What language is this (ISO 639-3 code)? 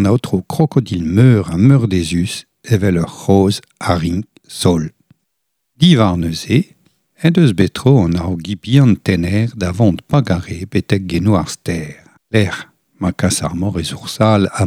bre